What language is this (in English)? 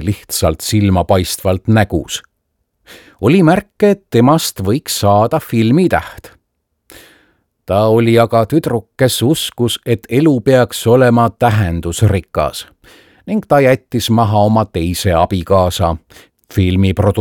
Estonian